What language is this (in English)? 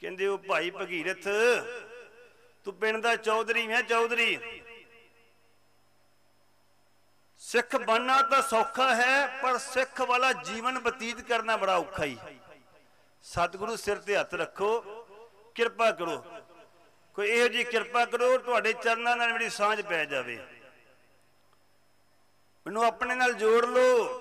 Punjabi